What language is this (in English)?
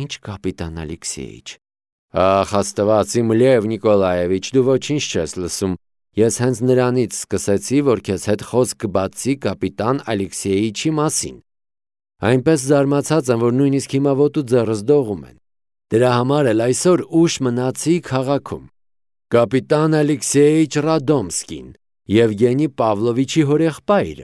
Armenian